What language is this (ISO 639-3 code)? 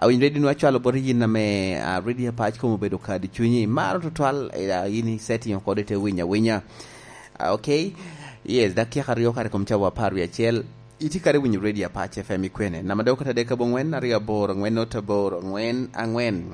laj